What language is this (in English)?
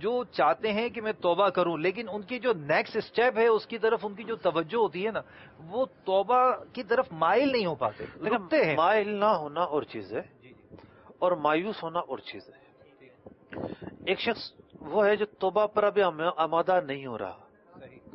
Urdu